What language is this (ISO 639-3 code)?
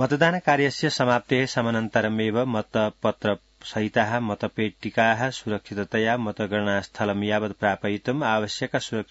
san